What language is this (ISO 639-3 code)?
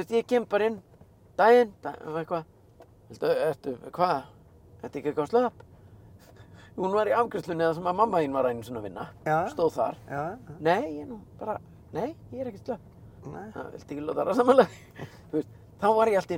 isl